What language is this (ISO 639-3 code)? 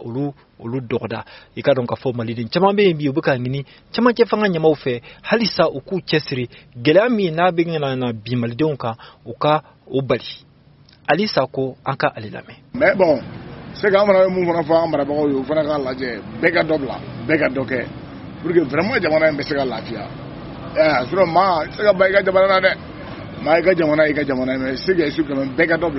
bam